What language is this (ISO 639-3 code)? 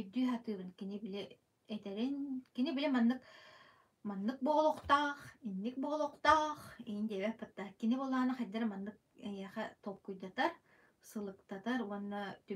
sah